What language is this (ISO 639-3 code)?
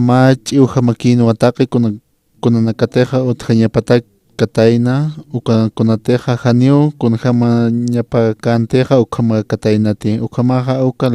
aym